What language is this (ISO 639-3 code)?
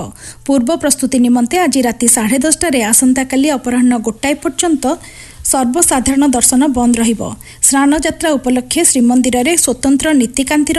ori